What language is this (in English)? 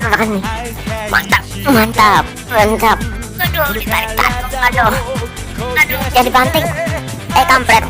Banjar